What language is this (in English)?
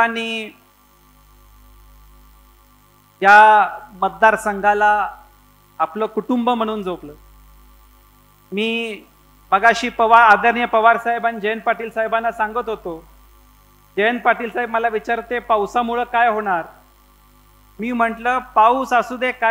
Marathi